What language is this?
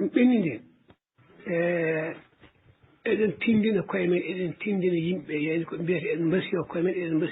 Fula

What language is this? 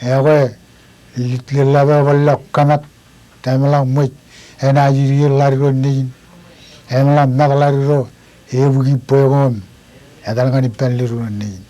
Marshallese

